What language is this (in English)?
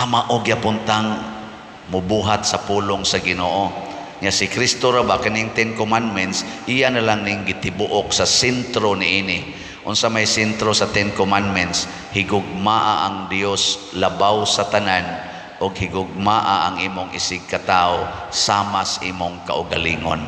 Cebuano